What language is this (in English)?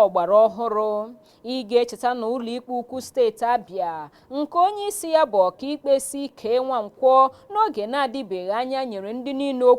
Igbo